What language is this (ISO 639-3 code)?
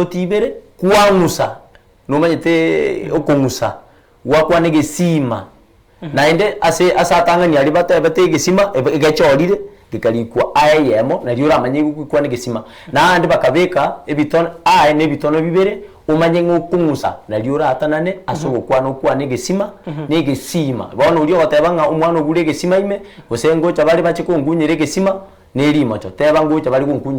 guz